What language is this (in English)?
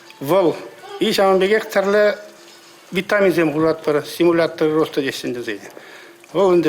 Chuvash